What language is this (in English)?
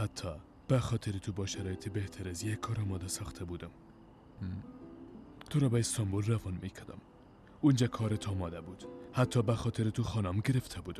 Persian